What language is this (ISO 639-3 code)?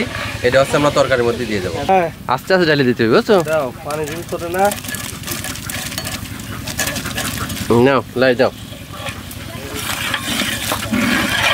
ben